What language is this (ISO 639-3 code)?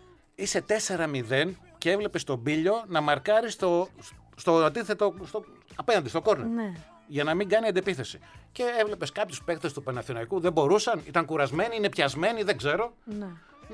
ell